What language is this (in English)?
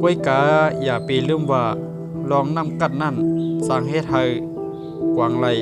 Shan